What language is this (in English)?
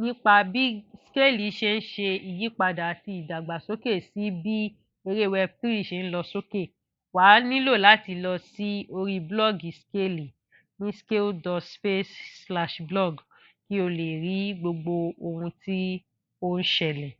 Yoruba